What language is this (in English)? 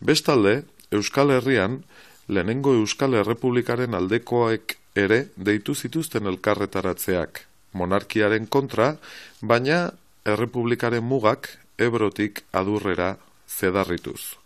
Basque